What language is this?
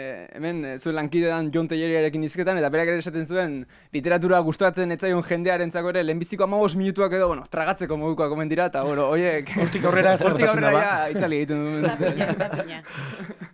Basque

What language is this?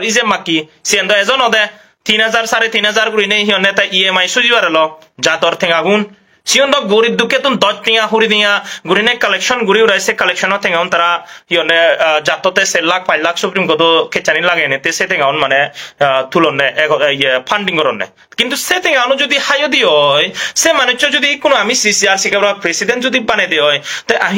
Chakma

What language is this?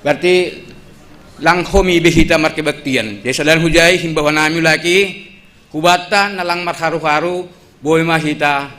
Batak Simalungun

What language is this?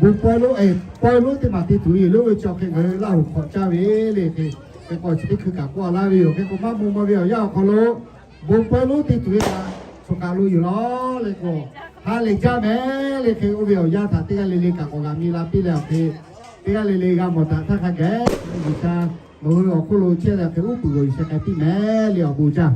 Lahu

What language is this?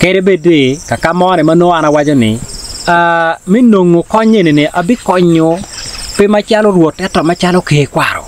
Acoli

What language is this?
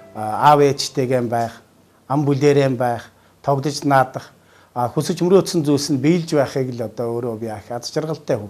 Mongolian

